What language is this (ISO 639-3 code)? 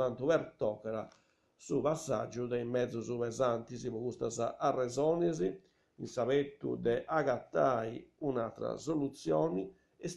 srd